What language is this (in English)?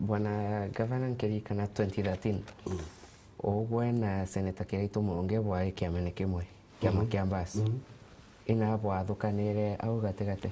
Meru